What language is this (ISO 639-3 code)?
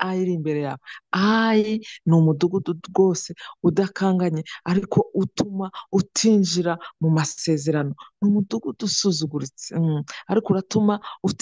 kin